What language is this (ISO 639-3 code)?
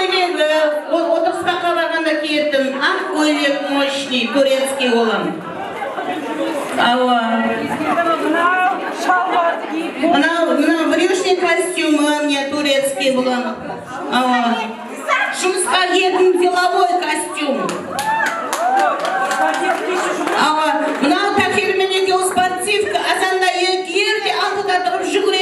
kaa